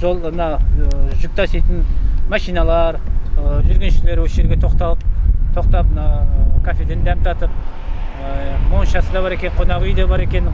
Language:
Kazakh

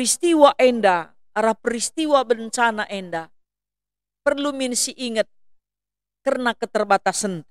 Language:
Batak Karo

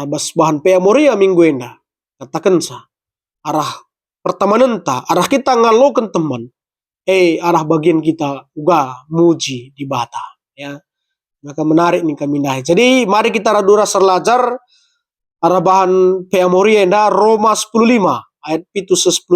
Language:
Batak Karo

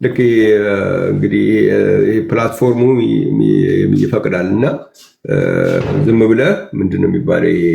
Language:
Amharic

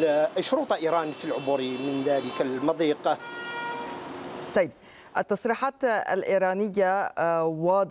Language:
Arabic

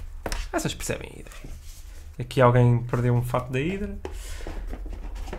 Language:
Portuguese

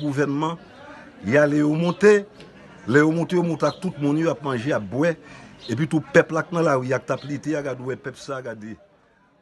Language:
Haitian Creole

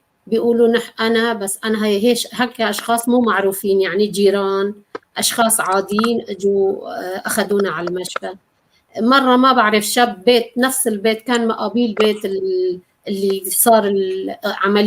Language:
North Levantine Arabic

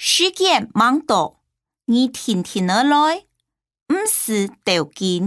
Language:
Hakka Chinese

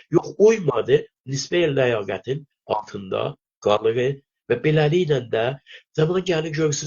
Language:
South Azerbaijani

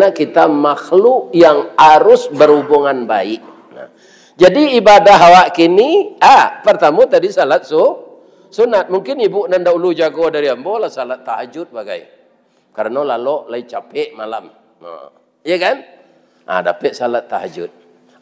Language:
Minangkabau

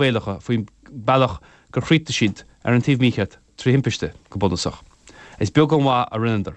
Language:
Irish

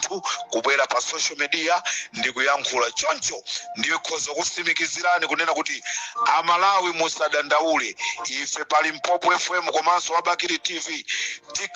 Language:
Nyanja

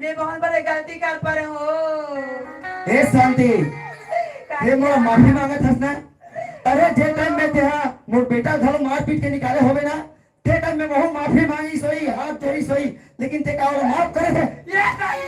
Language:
Chhattisgarhi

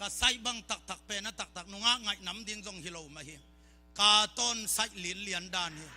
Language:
Tedim Chin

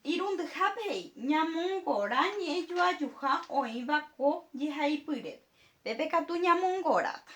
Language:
Guarani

